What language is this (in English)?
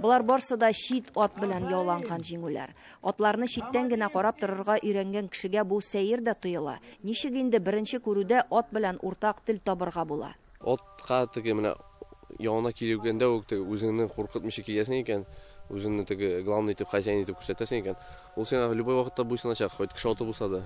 Tatar